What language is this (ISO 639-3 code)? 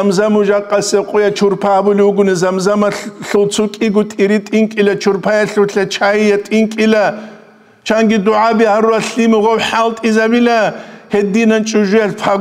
ava